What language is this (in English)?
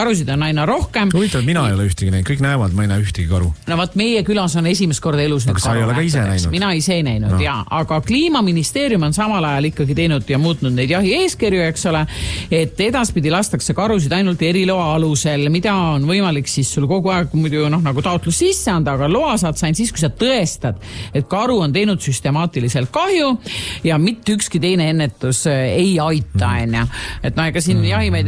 Estonian